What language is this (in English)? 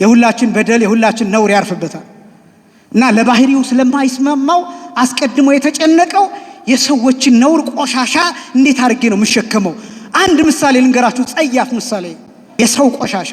Amharic